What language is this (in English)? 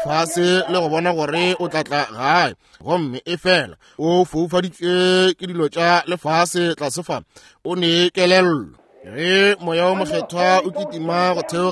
Northern Sotho